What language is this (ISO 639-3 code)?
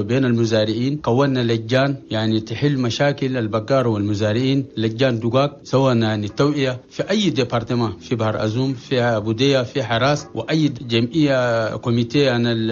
shu